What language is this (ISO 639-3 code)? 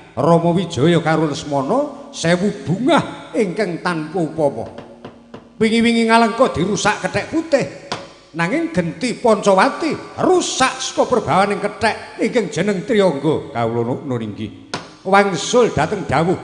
jav